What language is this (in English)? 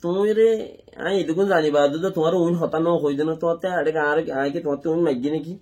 Rohingya